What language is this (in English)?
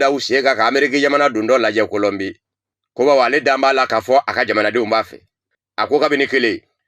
Bambara